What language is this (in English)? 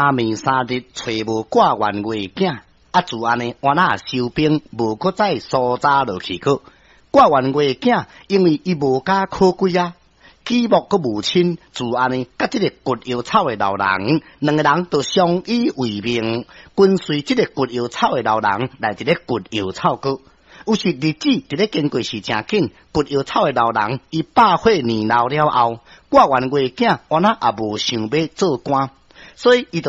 Min Nan Chinese